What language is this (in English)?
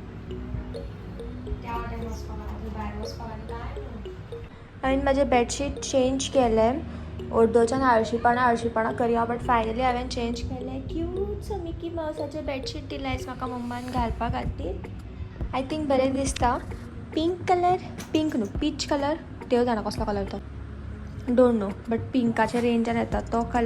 Konkani